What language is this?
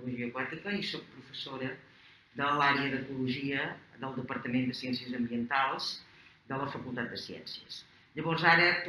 Catalan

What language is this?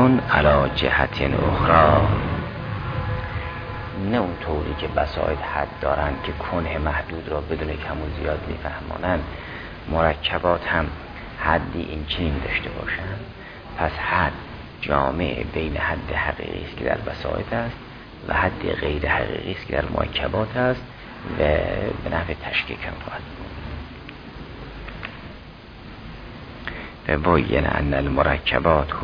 Persian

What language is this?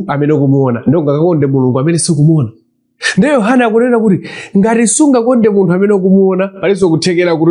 Nyanja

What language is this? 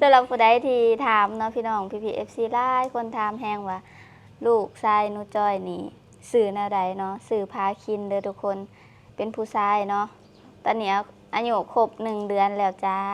Lao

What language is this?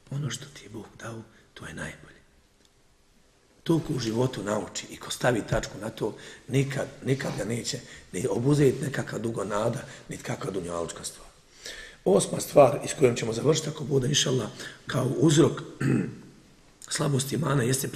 Bosnian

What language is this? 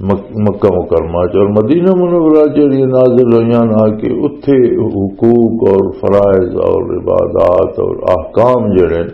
Western Panjabi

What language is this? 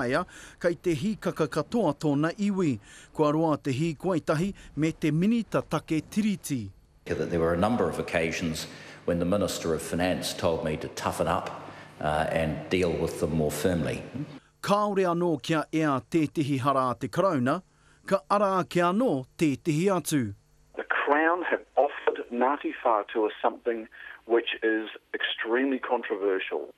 Māori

